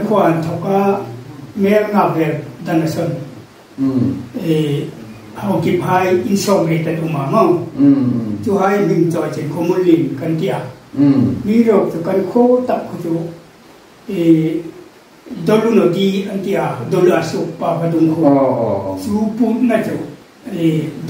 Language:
Hmar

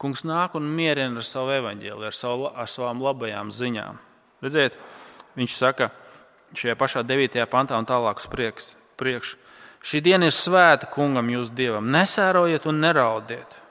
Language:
Latvian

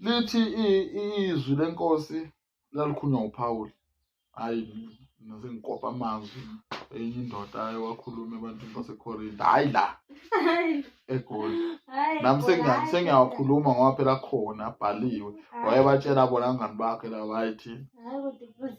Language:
Zulu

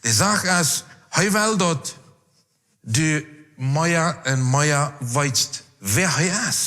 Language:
Plautdietsch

